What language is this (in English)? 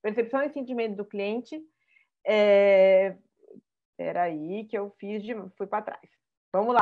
Portuguese